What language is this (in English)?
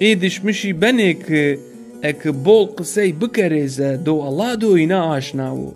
Zaza